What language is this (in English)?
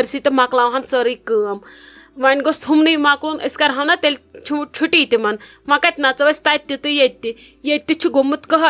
Kashmiri